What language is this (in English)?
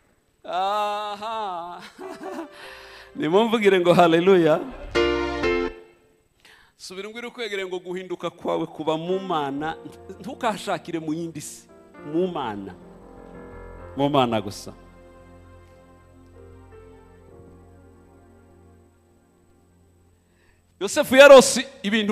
Kinyarwanda